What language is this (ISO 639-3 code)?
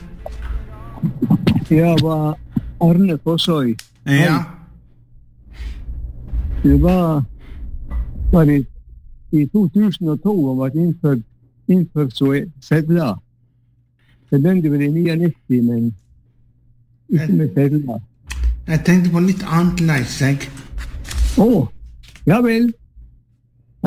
nor